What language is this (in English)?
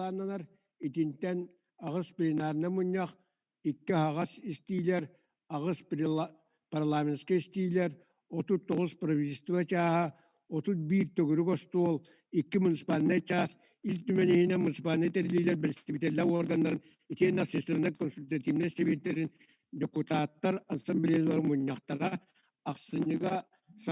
Yakut